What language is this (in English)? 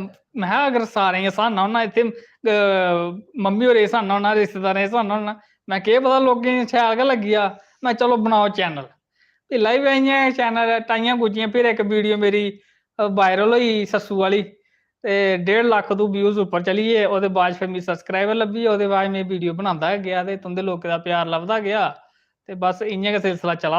Dogri